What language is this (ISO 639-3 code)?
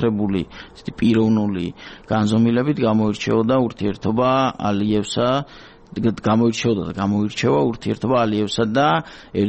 kat